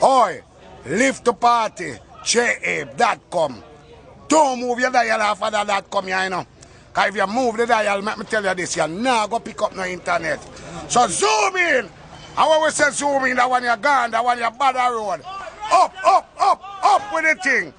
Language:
Jamaican Creole English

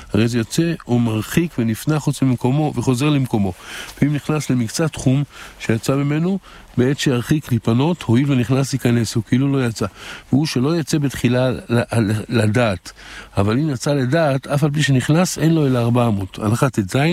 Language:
Hebrew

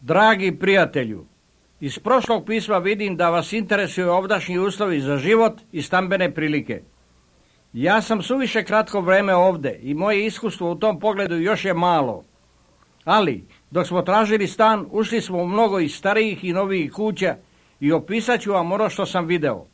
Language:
Serbian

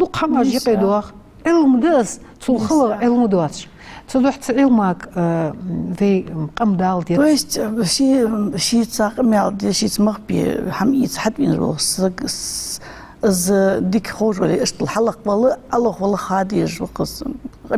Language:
Ingush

